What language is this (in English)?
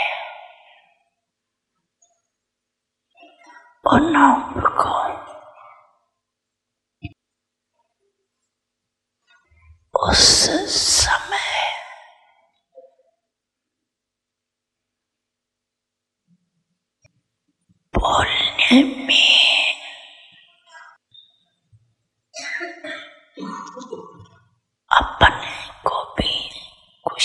Hindi